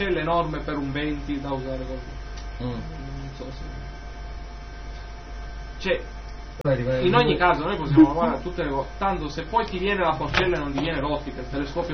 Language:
Italian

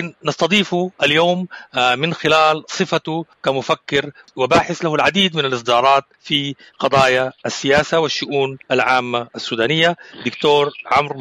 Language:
Sudanese Arabic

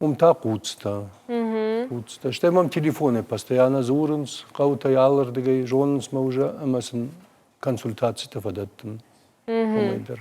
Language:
Ossetic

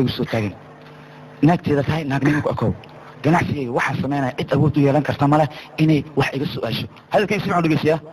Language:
Somali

